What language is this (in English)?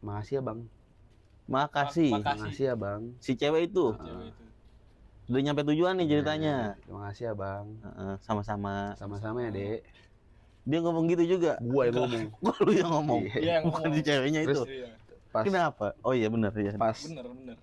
Betawi